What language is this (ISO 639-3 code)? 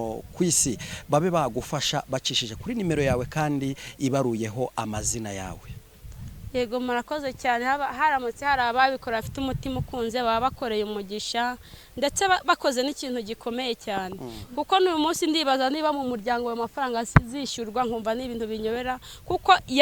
kin